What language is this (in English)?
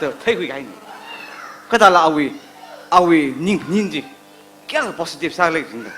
Tangkhul Naga (India)